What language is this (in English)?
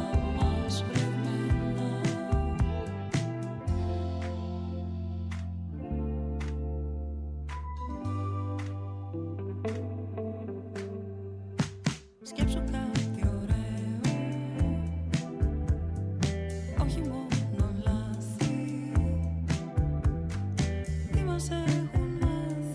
Greek